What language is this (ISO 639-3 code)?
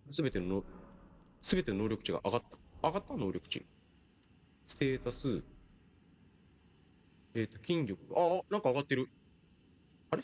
jpn